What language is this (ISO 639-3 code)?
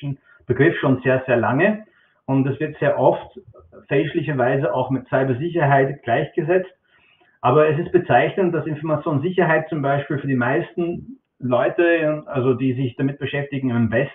deu